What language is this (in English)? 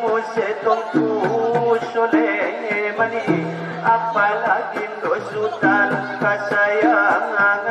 Batak Angkola